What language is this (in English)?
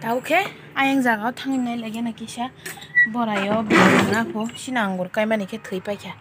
Kok Borok